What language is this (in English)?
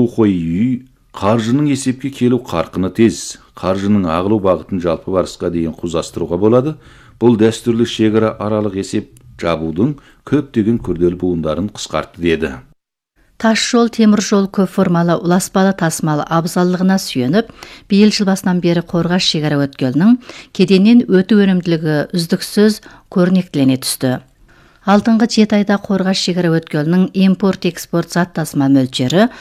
Kazakh